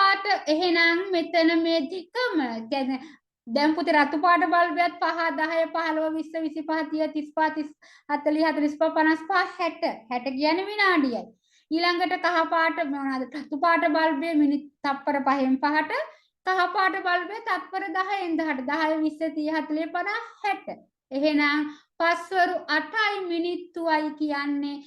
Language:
Sinhala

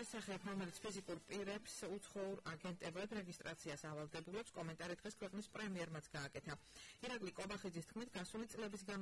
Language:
Georgian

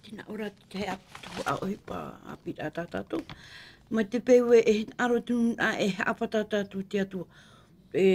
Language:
Tahitian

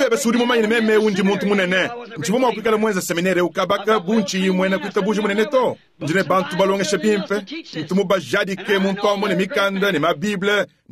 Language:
Luba-Lulua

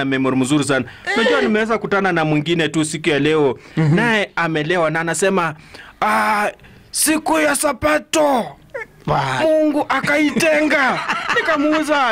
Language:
Swahili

